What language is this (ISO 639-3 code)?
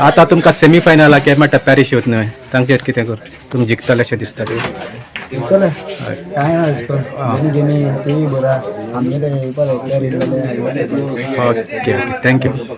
kok